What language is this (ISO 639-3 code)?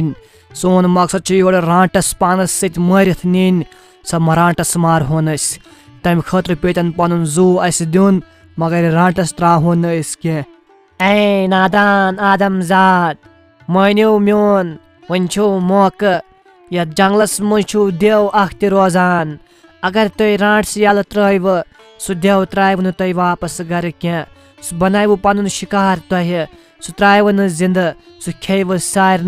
kas